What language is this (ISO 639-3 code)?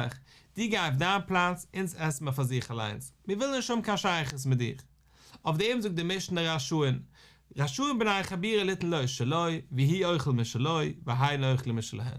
yid